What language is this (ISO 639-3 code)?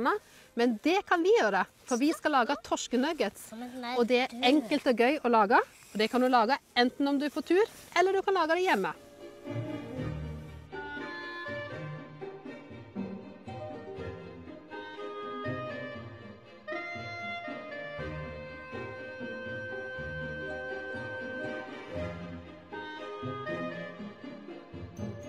nor